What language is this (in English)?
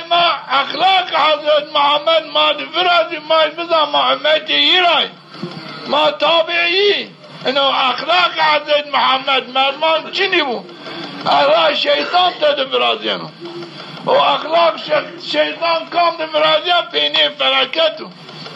Zaza